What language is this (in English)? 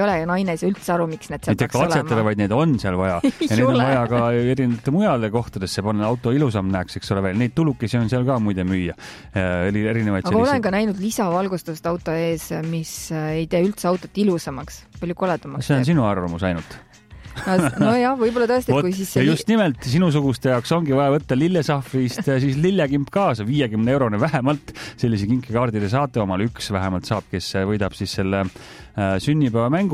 Estonian